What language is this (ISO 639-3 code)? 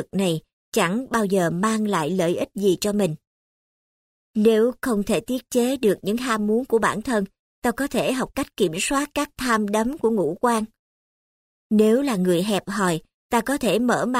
vie